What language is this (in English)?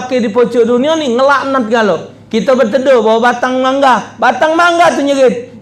Musi